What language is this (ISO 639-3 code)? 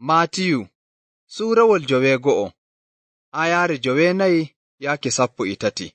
fuv